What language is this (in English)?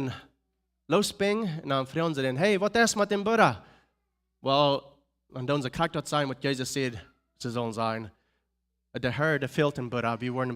Plautdietsch